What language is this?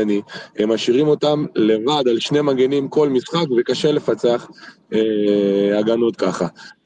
Hebrew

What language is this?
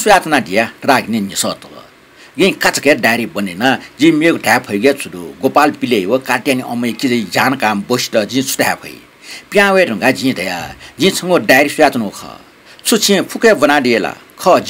Newari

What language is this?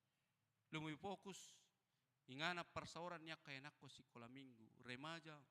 Batak Toba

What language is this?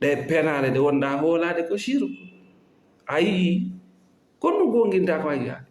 Fula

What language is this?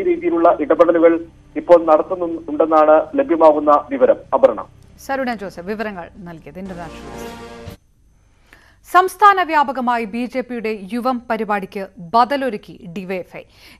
Malayalam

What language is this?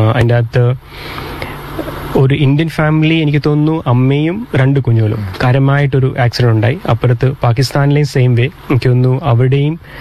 Malayalam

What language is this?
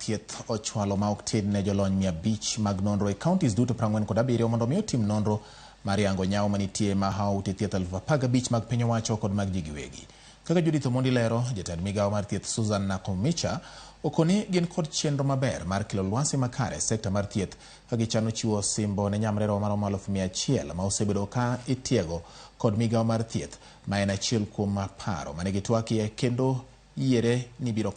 Luo (Kenya and Tanzania)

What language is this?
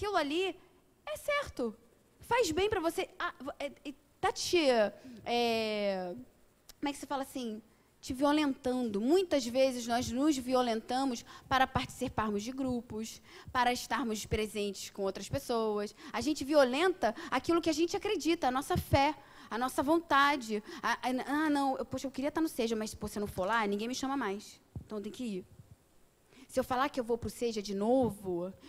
Portuguese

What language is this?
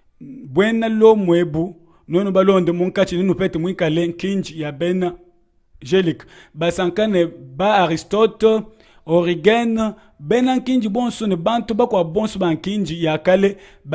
Luba-Lulua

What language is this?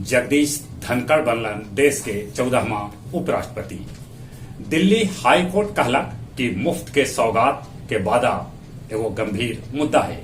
Magahi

